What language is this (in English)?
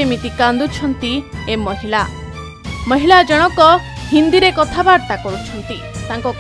Odia